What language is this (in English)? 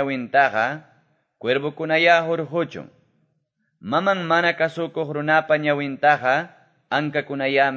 Quechua